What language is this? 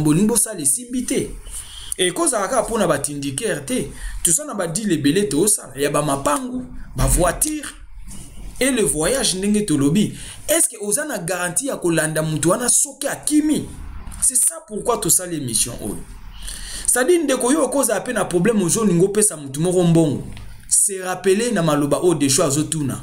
Lingala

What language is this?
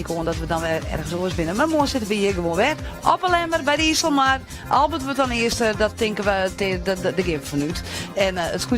Western Frisian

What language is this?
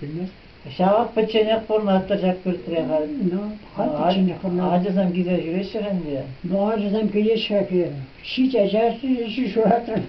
Chuvash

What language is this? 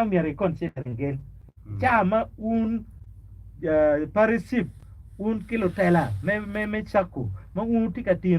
Acoli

